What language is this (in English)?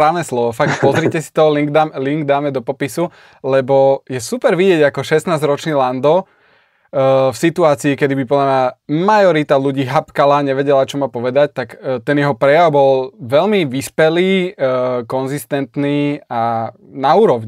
Slovak